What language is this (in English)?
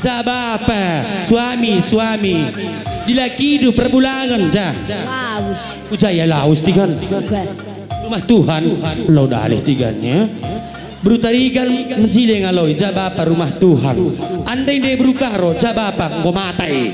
Batak Karo